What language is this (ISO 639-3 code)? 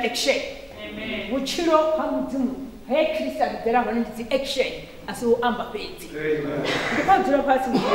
ven